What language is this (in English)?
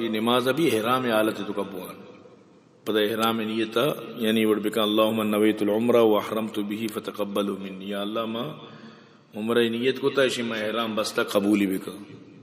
Eastern Balochi